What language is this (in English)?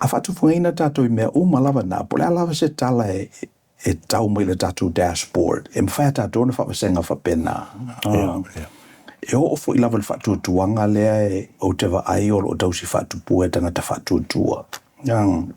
Samoan